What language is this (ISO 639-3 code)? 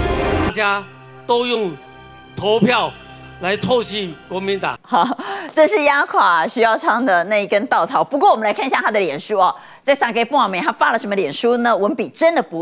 zho